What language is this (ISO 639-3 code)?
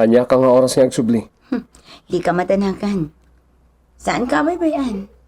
ilo